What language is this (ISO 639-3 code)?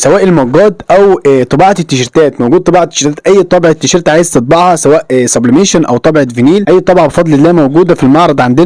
arz